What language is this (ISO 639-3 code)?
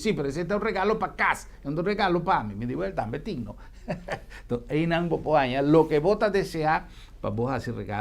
pap